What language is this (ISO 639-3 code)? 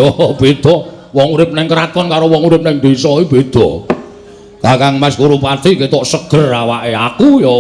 jav